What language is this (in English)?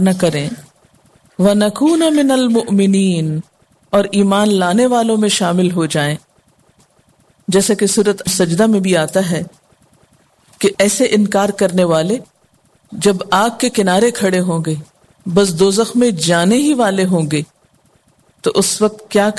Urdu